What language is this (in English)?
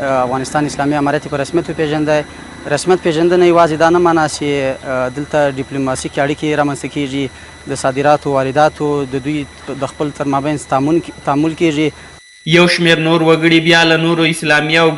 Pashto